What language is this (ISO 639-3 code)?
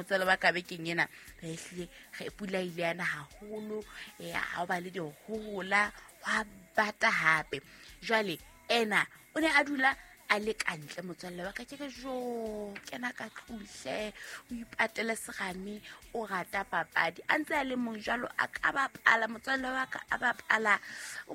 sot